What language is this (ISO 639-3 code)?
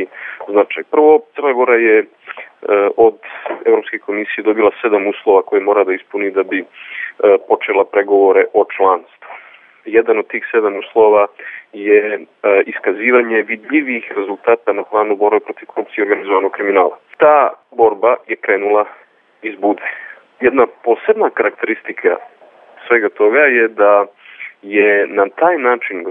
srp